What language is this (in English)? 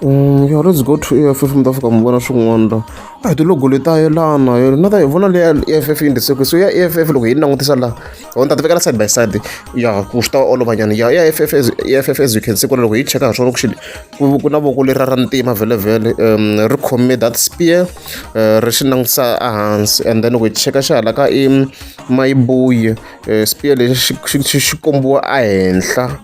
Tsonga